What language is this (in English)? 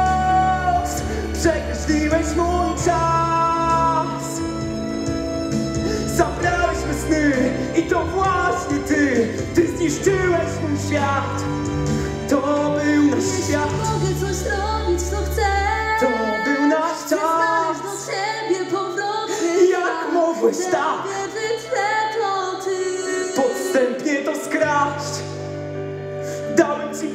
Polish